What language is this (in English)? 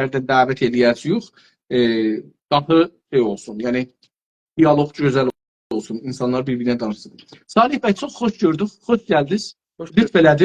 South Azerbaijani